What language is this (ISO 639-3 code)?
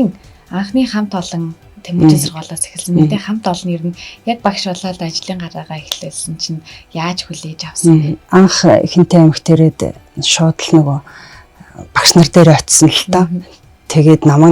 mon